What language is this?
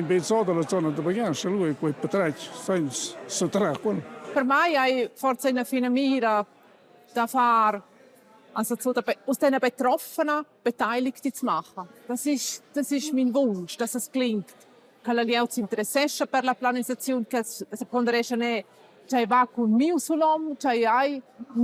Romansh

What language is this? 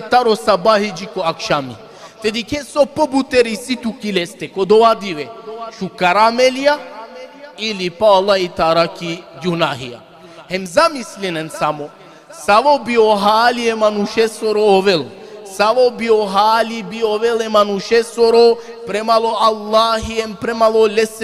Balkan Romani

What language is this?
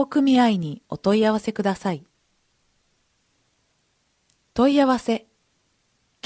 Japanese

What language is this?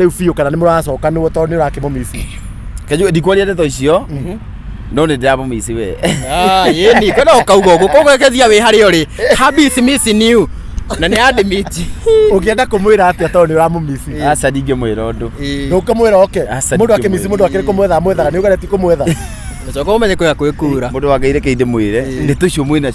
Kikuyu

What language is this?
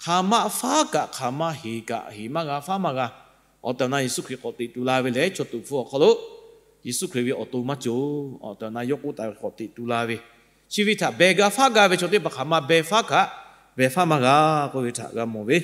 Lahu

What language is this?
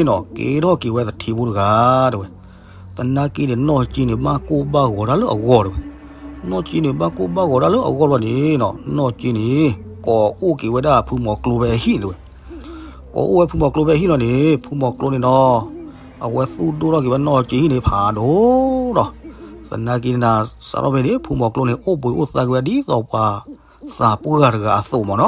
S'gaw Karen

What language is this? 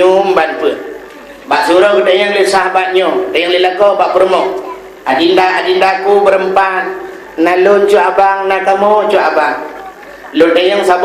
Achinese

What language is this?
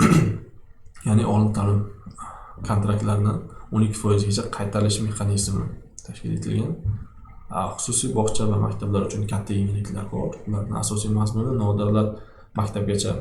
Uzbek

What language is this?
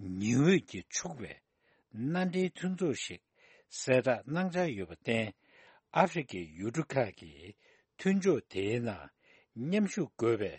Tibetan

